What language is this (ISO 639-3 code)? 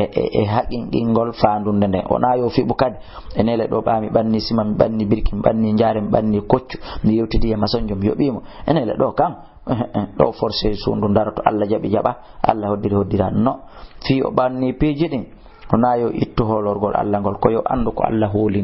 ful